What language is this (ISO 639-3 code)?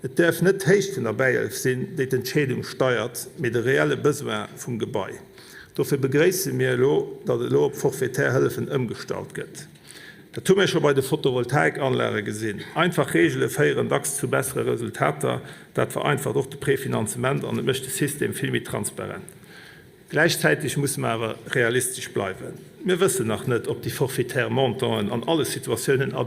ltz